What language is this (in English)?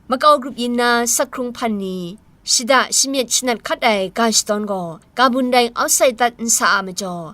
Kachin